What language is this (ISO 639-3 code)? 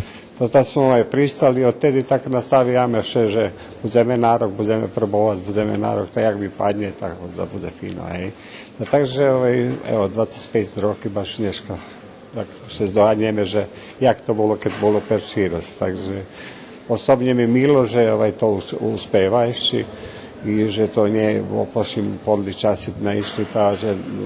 rue